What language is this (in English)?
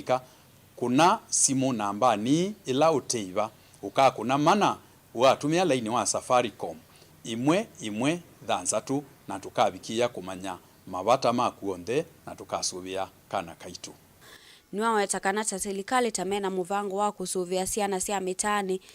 Kamba